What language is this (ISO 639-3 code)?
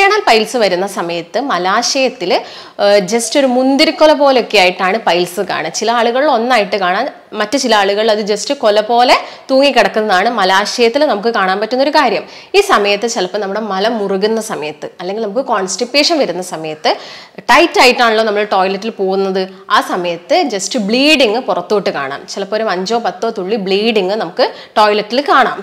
mal